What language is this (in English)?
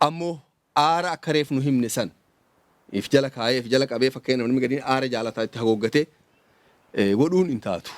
Oromo